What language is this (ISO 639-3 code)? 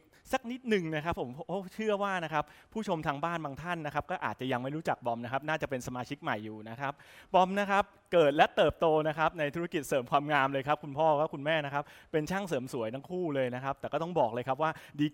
tha